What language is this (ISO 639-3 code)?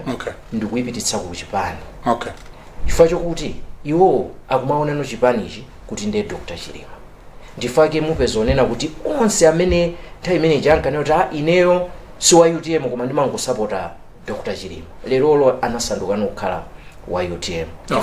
nya